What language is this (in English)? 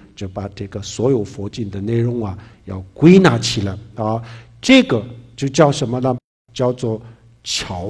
Chinese